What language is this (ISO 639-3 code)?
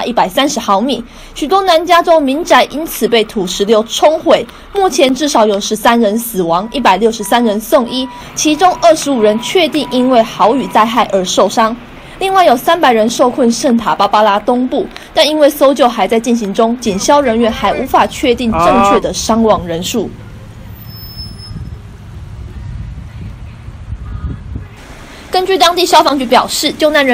zho